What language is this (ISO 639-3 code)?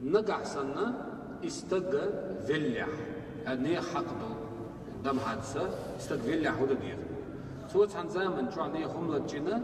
che